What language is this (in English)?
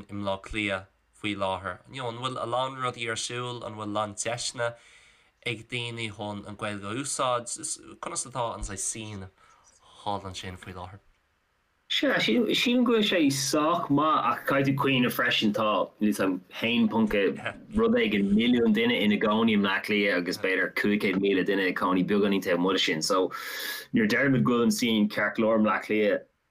Irish